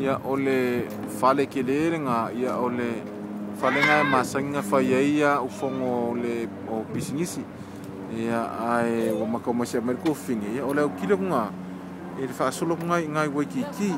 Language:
Samoan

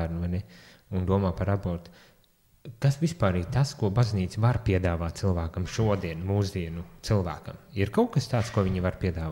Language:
Latvian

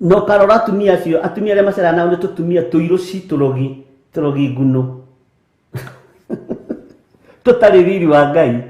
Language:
Kikuyu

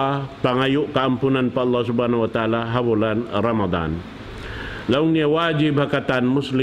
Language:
Tausug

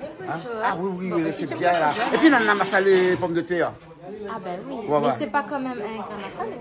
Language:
Réunion Creole French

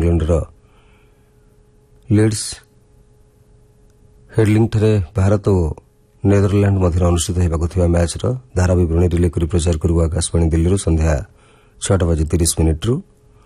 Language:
Odia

